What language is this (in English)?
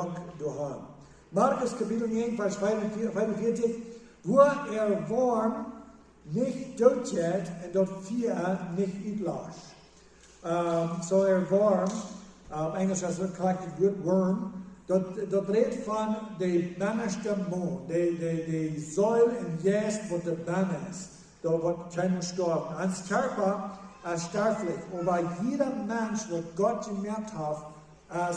Plautdietsch